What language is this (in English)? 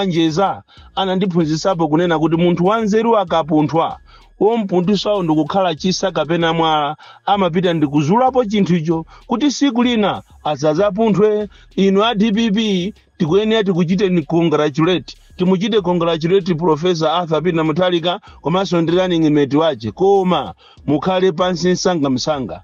Nyanja